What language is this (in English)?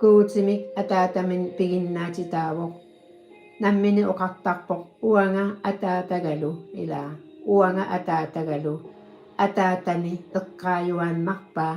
Kalaallisut